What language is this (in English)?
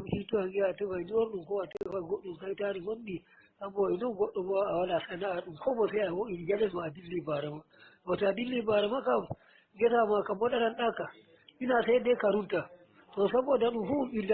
Nigerian Fulfulde